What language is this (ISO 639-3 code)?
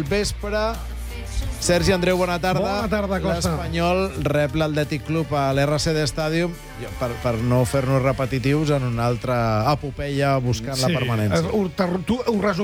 cat